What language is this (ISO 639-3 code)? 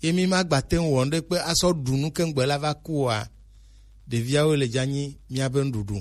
gej